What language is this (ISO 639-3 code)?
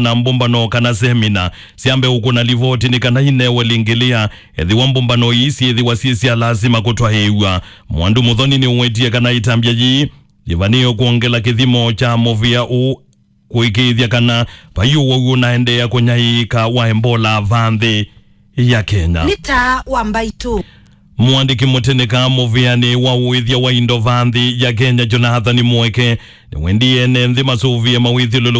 kam